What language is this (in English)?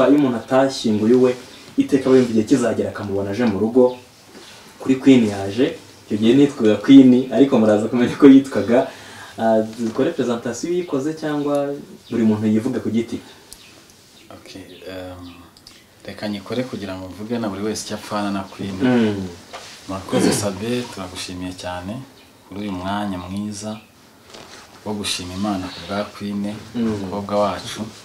Kinyarwanda